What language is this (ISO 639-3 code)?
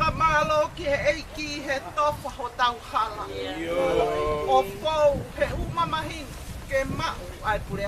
ton